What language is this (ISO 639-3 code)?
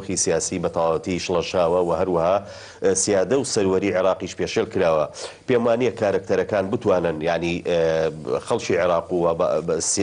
ckb